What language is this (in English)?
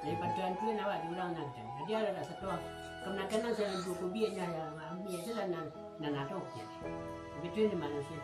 Minangkabau